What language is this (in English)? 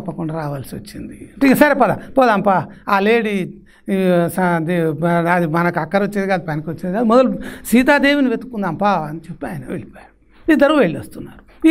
Telugu